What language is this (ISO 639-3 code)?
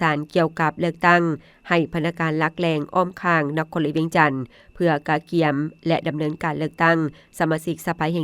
lao